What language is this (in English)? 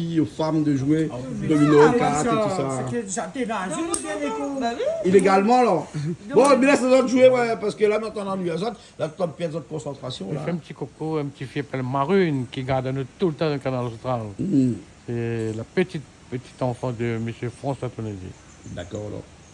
Réunion Creole French